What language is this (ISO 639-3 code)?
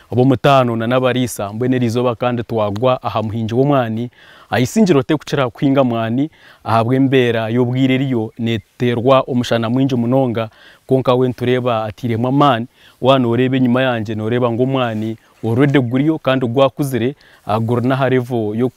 nyn